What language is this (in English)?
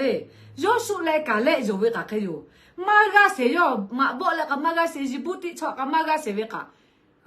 Lahu